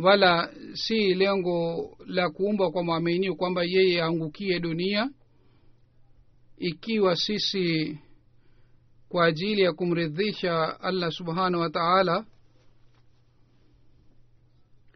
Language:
Swahili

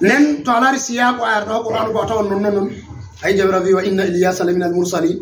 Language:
Fula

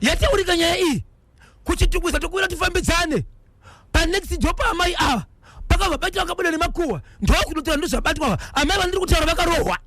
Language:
Shona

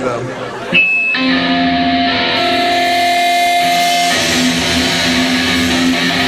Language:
English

